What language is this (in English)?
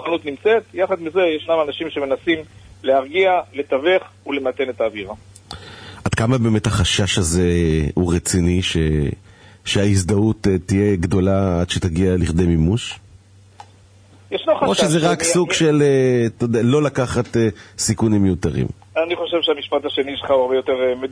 Hebrew